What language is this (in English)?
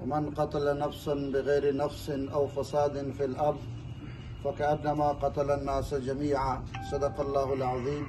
Eastern Balochi